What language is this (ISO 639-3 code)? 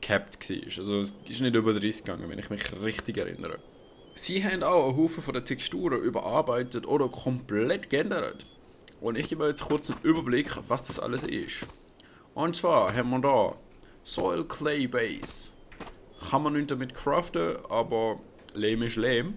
gsw